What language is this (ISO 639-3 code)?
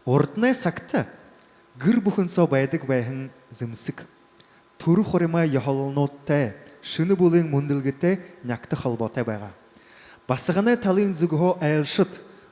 bua